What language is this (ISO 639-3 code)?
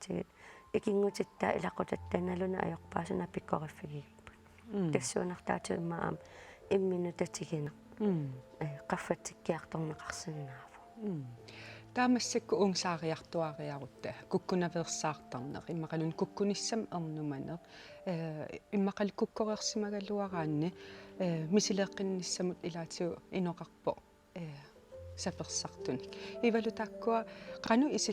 kal